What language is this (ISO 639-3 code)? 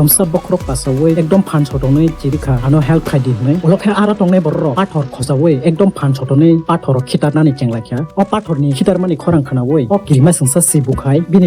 trp